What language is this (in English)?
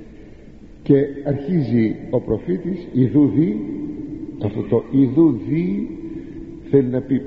Greek